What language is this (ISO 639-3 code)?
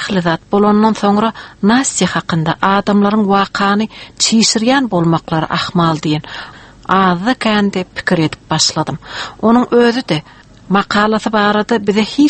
tuk